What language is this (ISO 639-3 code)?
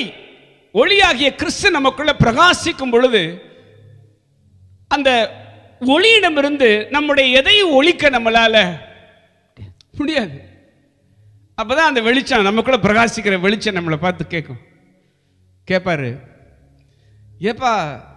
tam